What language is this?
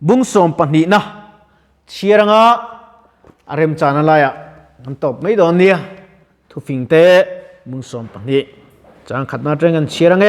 Mizo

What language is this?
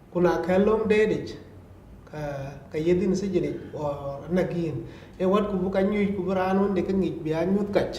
Dinka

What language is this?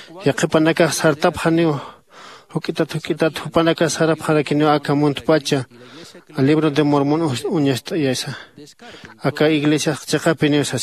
Aymara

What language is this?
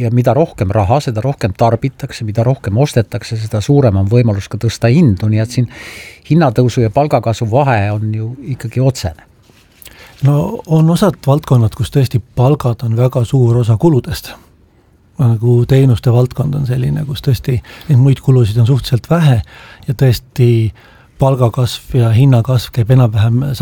Estonian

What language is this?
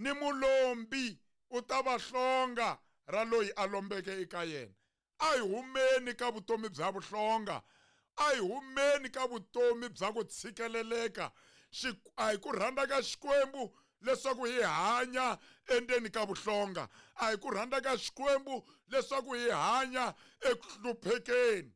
Tsonga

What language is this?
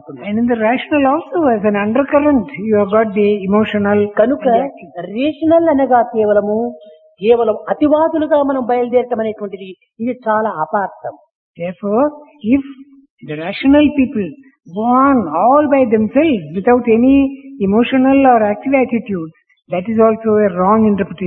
Telugu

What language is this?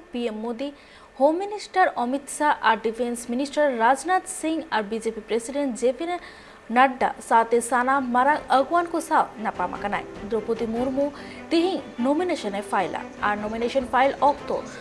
Santali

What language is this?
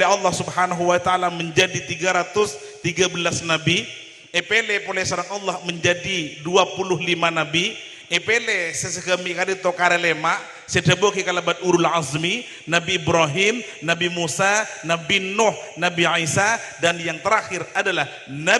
Madurese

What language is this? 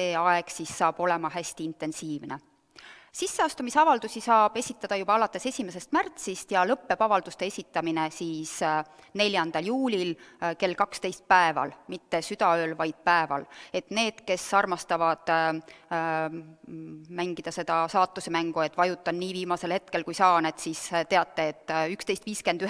Estonian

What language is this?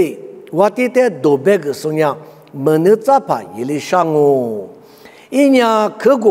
Lisu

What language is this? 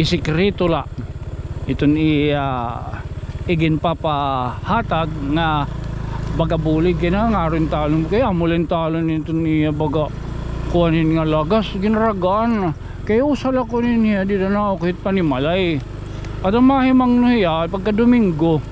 Waray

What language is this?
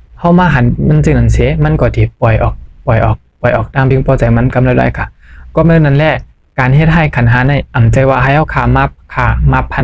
Shan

